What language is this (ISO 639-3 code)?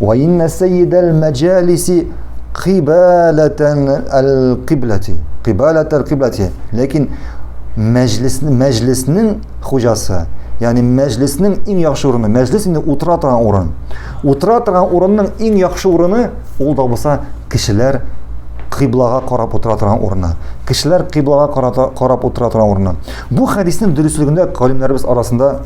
tat